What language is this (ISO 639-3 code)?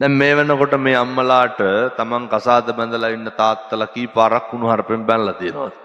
sin